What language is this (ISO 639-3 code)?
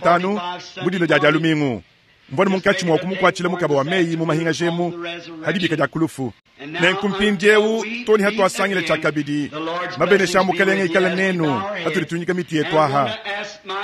lua